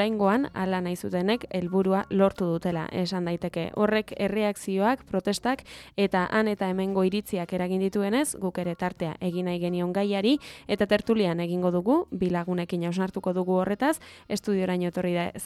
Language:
Basque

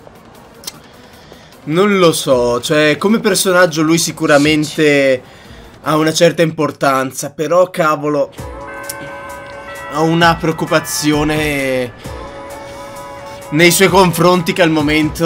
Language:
Italian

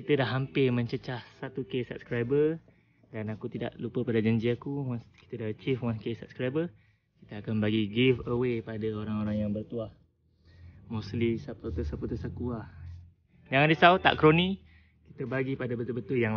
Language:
Malay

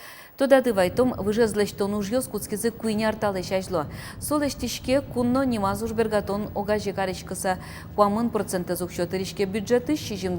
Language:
Udmurt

